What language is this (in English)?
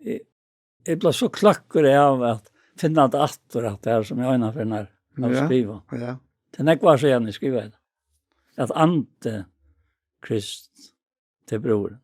Faroese